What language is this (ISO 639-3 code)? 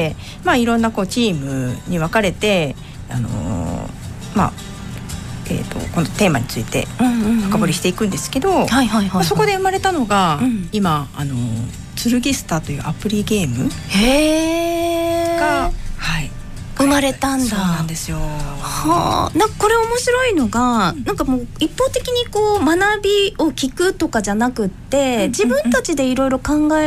jpn